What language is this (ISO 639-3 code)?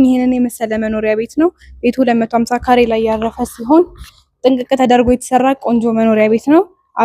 amh